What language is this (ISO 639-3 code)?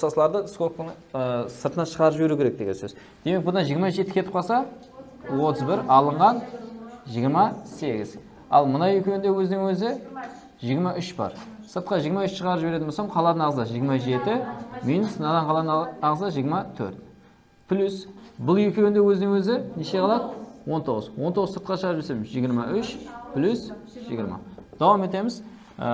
kaa